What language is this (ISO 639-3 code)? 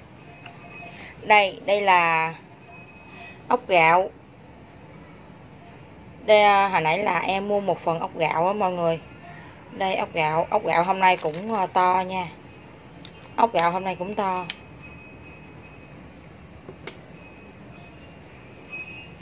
vie